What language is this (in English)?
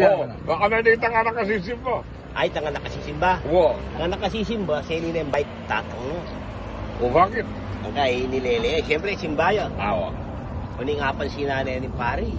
Pampanga